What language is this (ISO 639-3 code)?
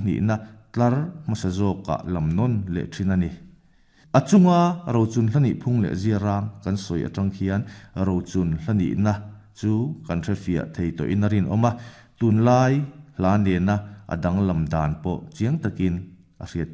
lus